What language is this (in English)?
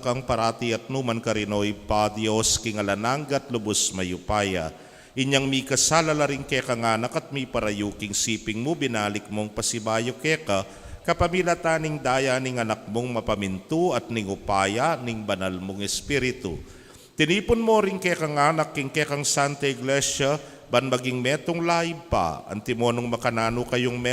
Pampanga